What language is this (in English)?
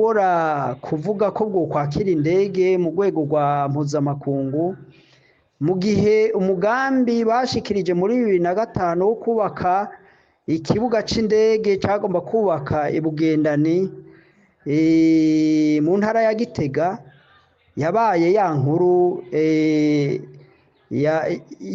Rundi